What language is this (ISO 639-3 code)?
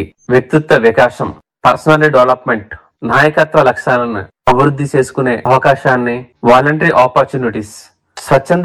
tel